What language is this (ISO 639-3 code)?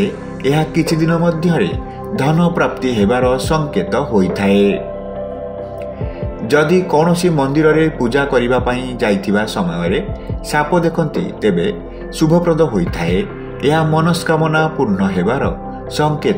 ori